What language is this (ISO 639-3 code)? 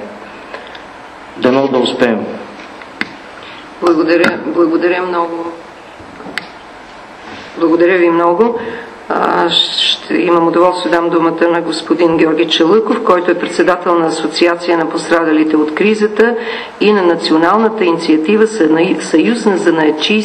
bul